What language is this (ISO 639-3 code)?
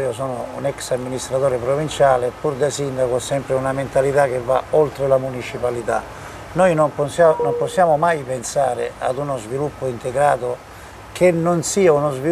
ita